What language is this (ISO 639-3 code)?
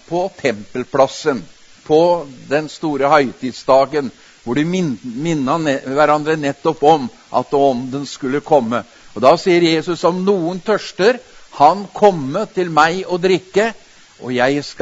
nor